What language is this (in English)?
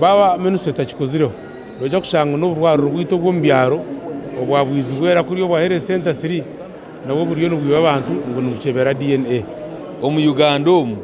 Nyankole